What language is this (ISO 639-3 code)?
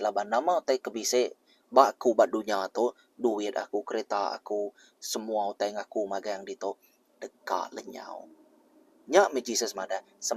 iba